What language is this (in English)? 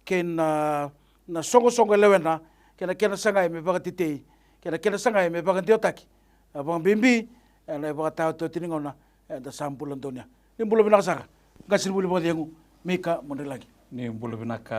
Fijian